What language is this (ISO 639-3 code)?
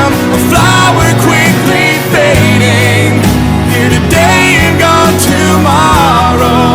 lus